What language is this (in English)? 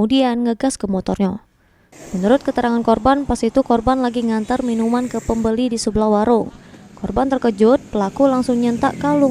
Musi